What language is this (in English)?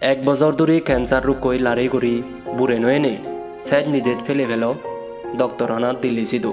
Chakma